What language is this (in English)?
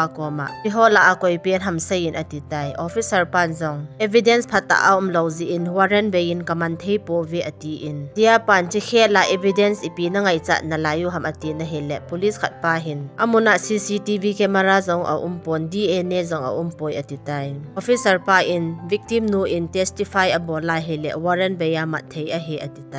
Thado Chin